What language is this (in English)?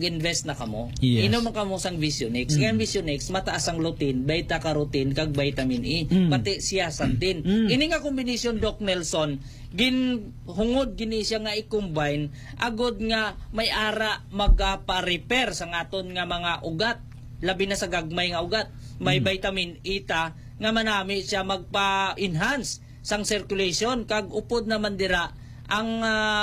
Hiligaynon